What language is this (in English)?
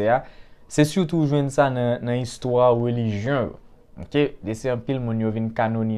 Haitian Creole